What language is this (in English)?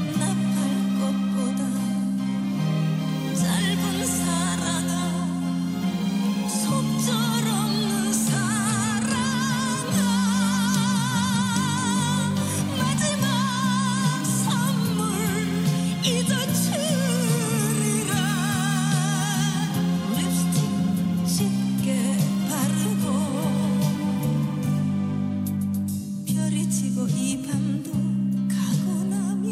Korean